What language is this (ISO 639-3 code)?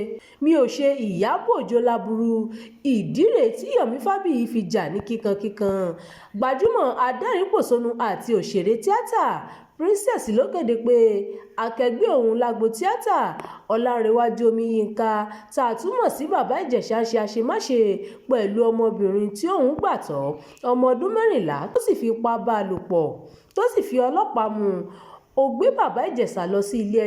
yor